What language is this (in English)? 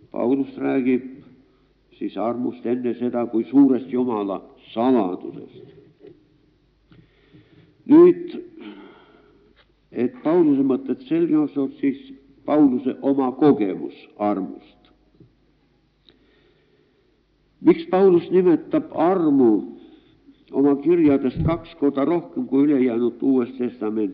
Estonian